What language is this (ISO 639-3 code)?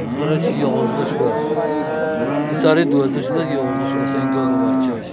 tgk